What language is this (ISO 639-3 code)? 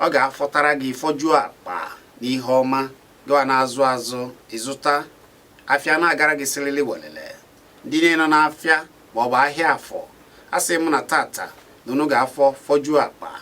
ibo